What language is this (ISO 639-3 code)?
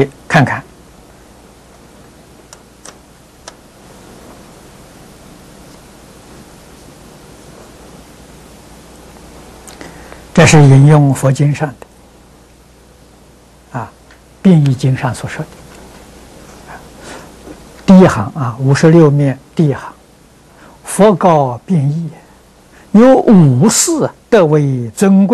zho